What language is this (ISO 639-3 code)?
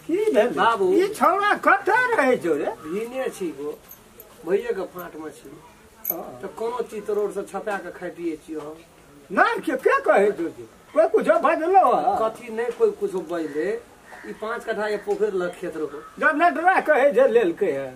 mai